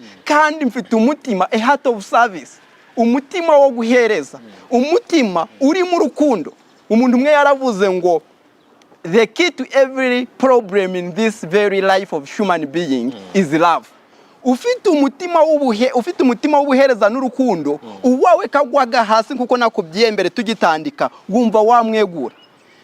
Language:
Nyankole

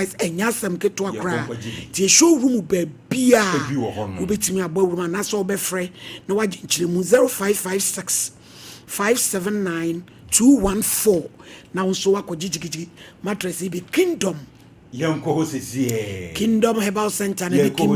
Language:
Akan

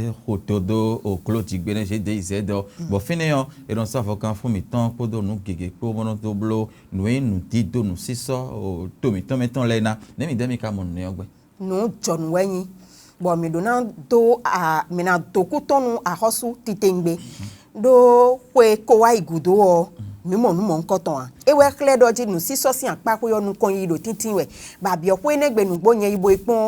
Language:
Fon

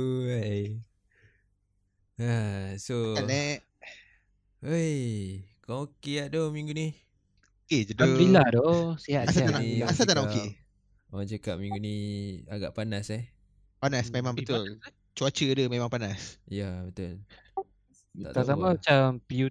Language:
Malay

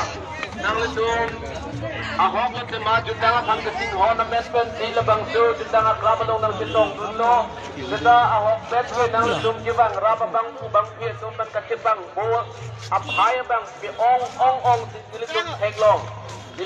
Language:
Karbi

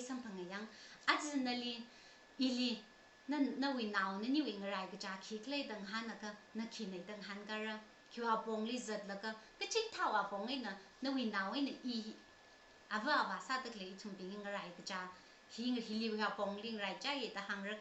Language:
Tangkhul Naga (India)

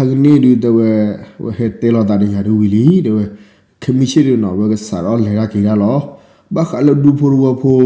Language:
S'gaw Karen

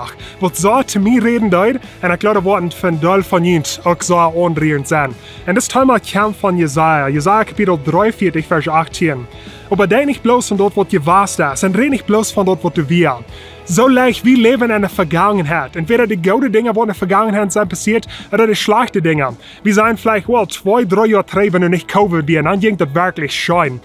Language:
Plautdietsch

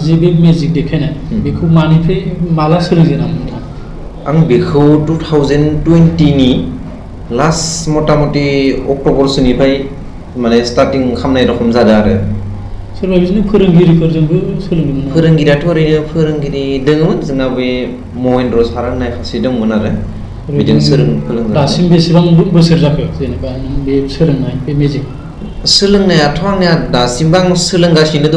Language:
Bodo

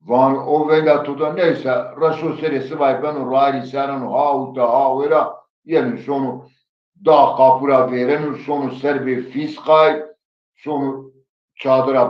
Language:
Zaza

